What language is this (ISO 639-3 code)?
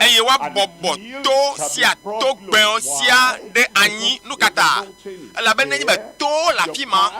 ewe